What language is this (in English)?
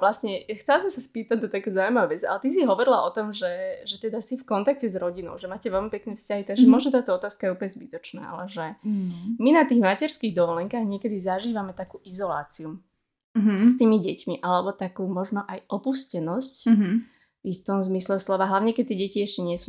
Slovak